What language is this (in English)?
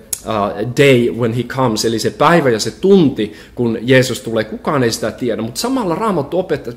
Finnish